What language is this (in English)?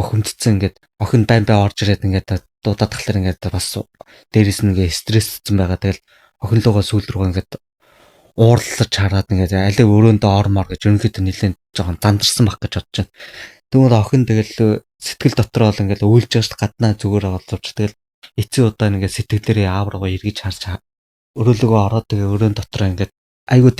Mongolian